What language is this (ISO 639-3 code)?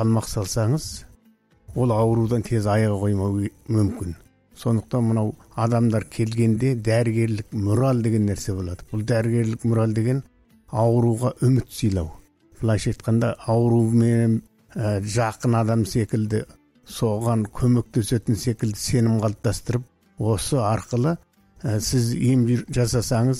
kaz